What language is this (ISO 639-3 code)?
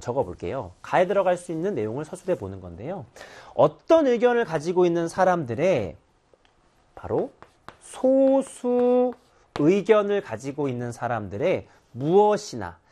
kor